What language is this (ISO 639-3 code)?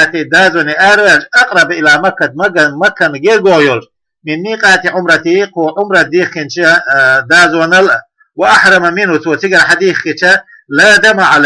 che